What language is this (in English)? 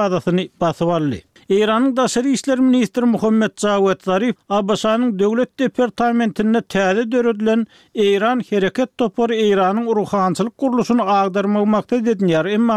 Turkmen